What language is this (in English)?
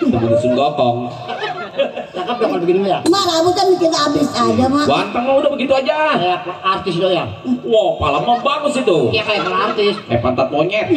Betawi